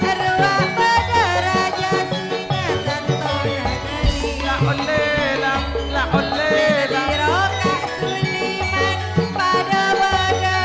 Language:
Madurese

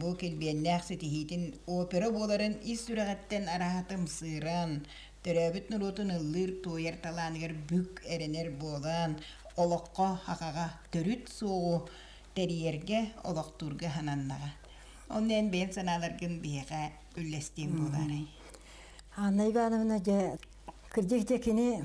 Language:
Yakut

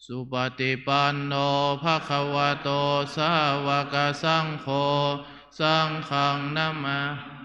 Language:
Pali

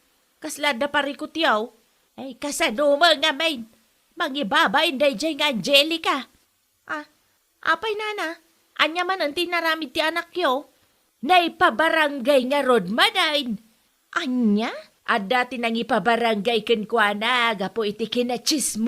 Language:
Iloko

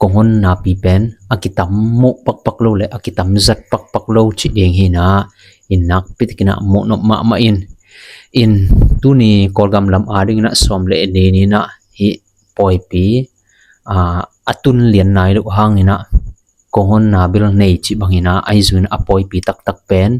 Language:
Tedim Chin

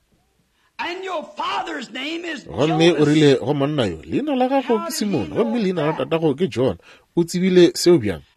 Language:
Northern Sotho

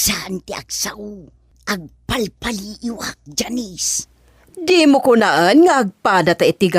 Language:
Iloko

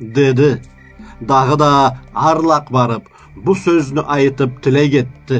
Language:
Karachay-Balkar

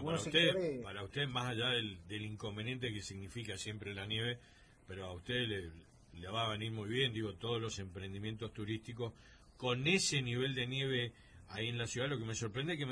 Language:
Spanish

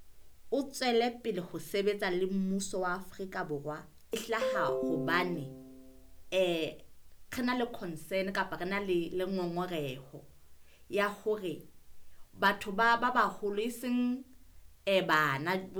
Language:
Southern Sotho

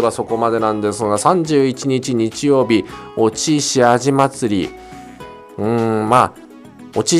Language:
Japanese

